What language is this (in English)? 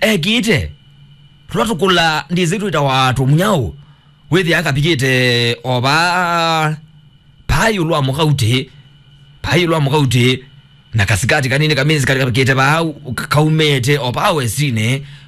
Kamba